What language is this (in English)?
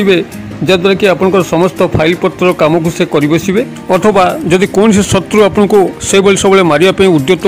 Odia